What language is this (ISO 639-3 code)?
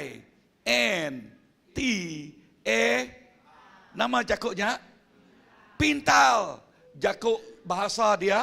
iba